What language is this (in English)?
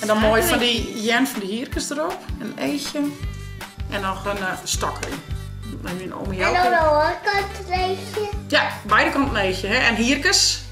Western Frisian